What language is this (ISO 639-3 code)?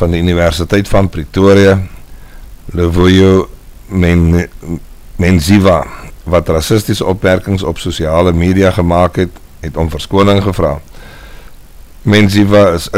afr